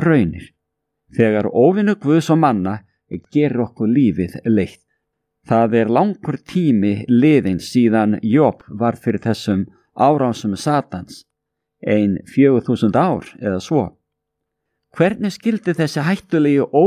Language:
Icelandic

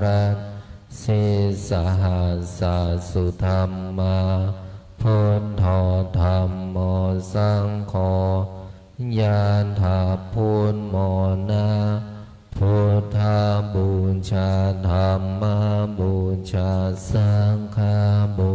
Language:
Pali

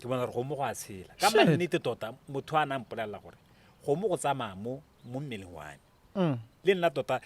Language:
Tswana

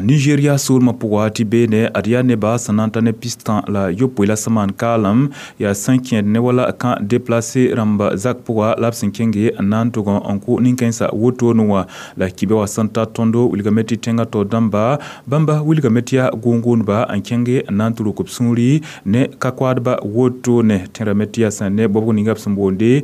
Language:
Mossi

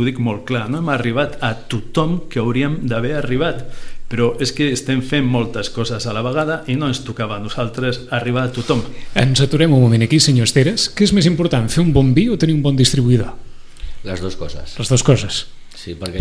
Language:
Catalan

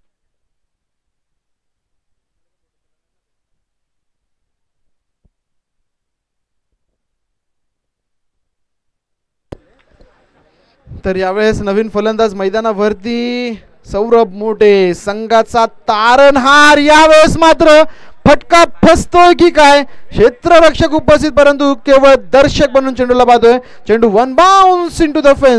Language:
Marathi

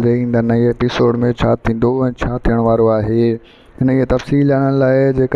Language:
Sindhi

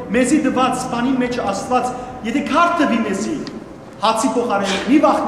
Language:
Western Armenian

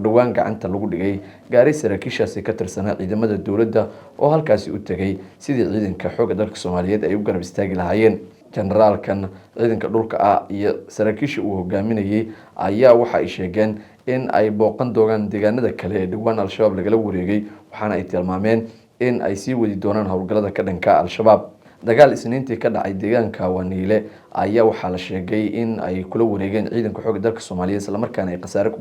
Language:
Somali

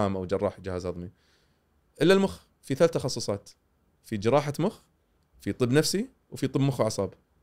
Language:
Gulf Arabic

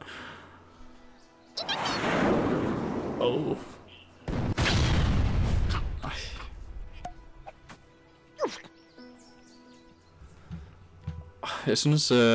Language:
Danish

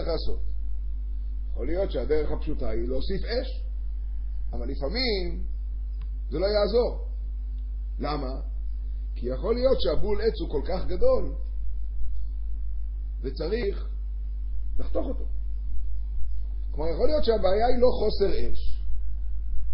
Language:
Hebrew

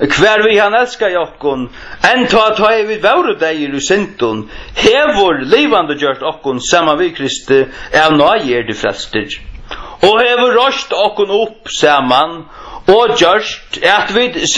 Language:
Faroese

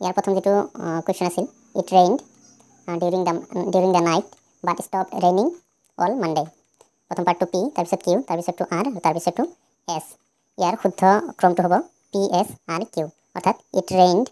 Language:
Assamese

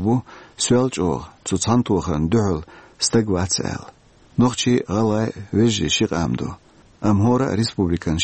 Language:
Chechen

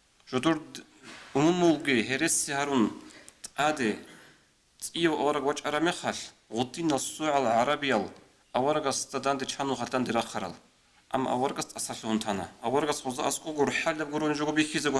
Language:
Avaric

